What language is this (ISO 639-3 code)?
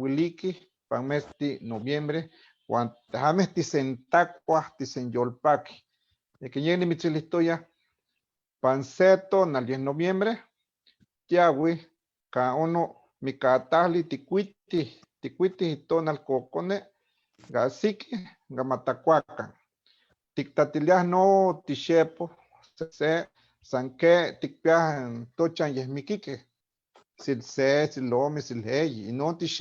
nhe